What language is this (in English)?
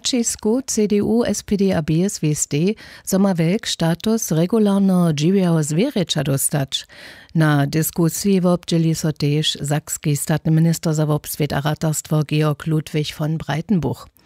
Upper Sorbian